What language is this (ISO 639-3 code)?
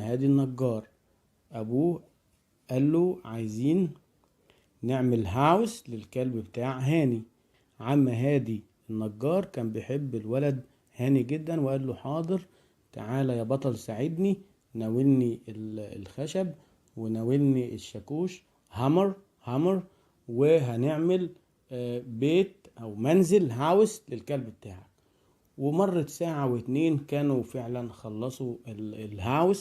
arz